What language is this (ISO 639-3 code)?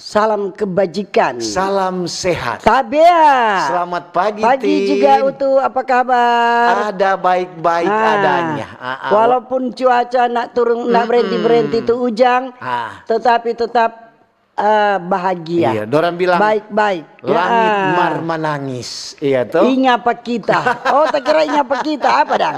xmm